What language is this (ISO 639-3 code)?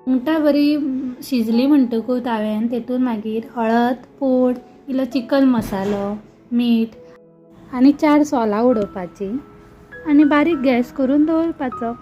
kok